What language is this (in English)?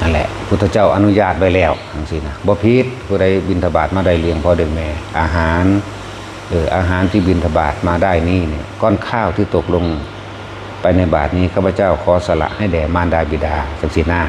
Northeastern Thai